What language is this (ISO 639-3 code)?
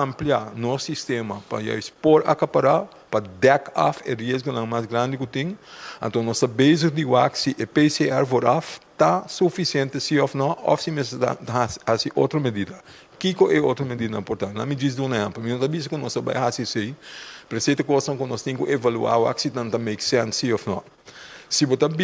pap